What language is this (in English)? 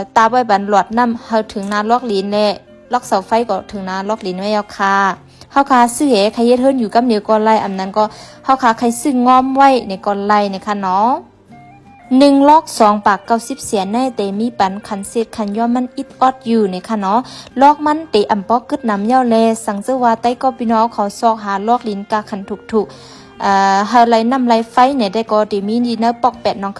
Shan